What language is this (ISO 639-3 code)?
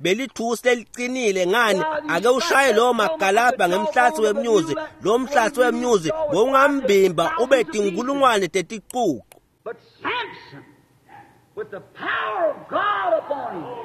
ssw